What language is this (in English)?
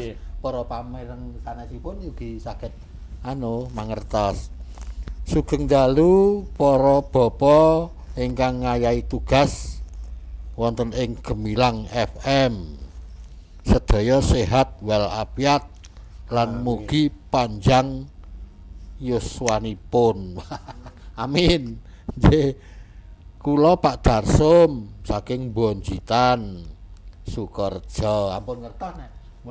Javanese